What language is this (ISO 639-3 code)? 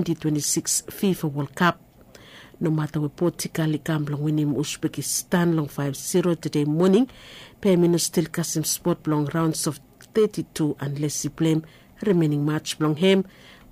bis